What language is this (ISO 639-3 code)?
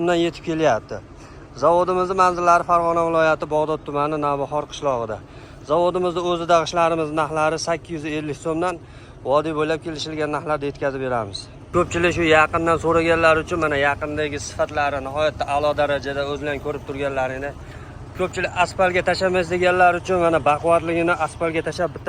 uzb